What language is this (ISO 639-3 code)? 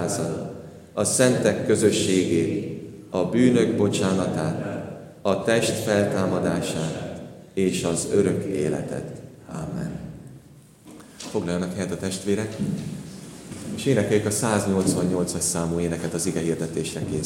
hun